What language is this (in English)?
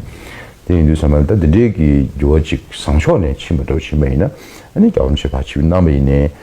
Tibetan